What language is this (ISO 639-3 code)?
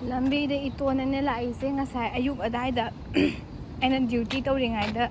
mni